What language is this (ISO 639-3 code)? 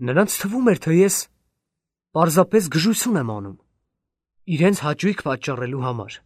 hye